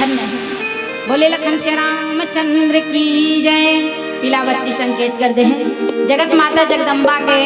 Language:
Chhattisgarhi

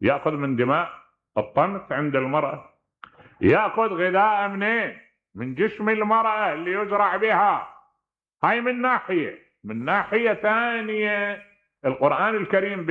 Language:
Mesopotamian Arabic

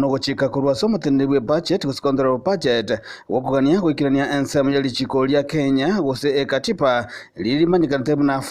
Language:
Gusii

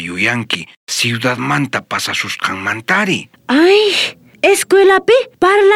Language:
South Bolivian Quechua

